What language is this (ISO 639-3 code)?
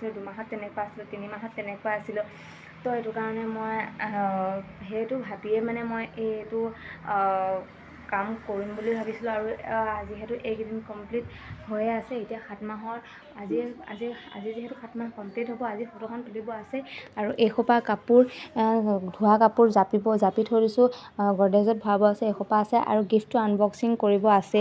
asm